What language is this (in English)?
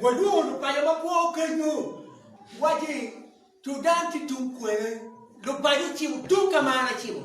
Acoli